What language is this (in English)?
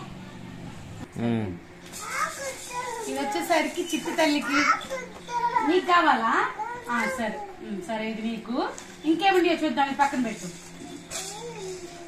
Telugu